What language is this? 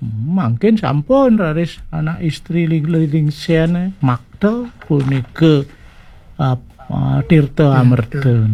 Balinese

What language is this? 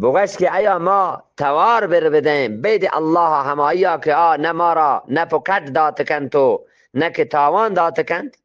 Eastern Balochi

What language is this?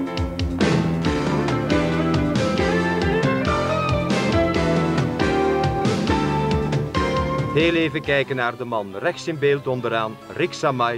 Dutch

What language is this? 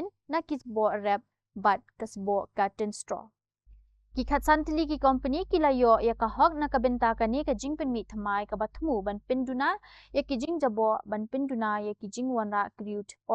Khasi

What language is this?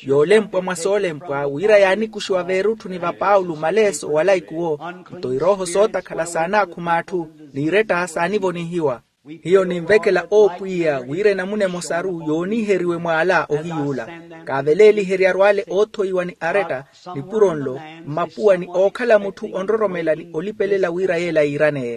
Makhuwa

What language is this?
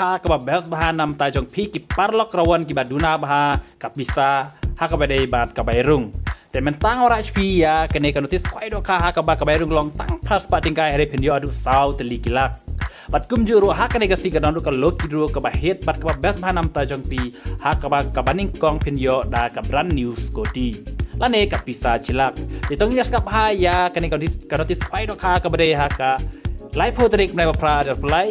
Khasi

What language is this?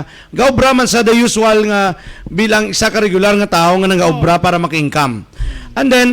Hiligaynon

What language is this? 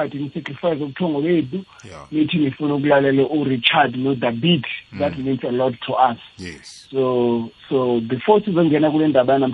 South Ndebele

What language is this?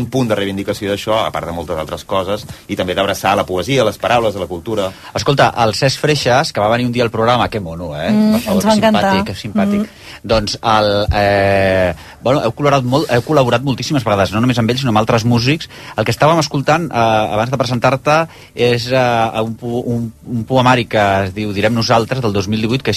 Catalan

